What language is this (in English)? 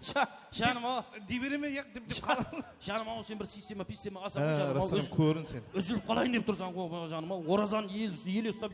Kara-Kalpak